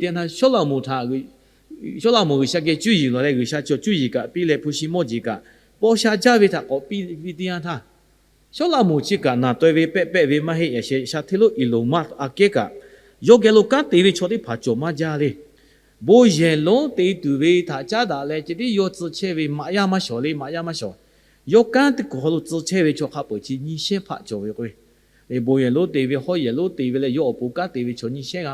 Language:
Lahu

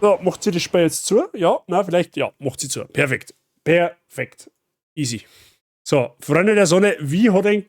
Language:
Bavarian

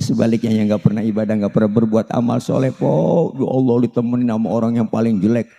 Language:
Betawi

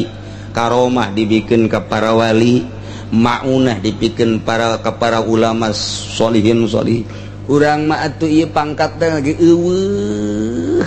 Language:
Sundanese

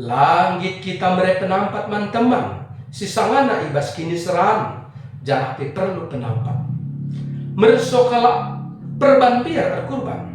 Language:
Batak Karo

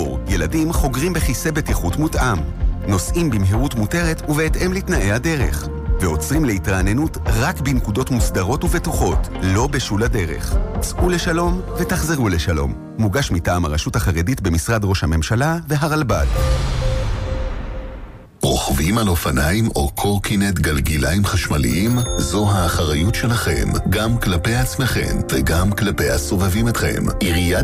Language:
Hebrew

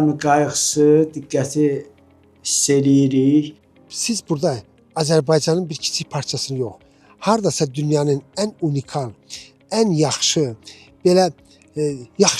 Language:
Azerbaijani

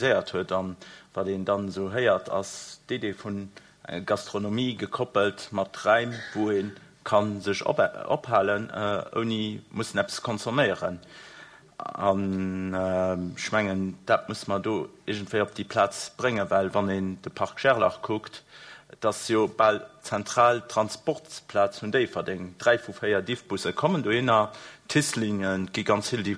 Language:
Luxembourgish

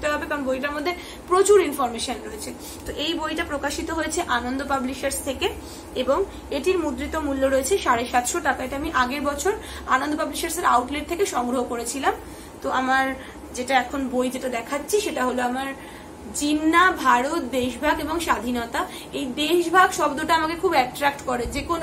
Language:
Bangla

